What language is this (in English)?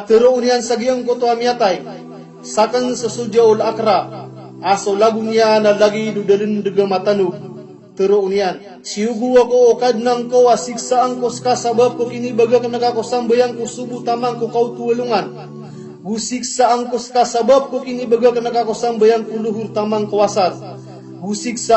Maranao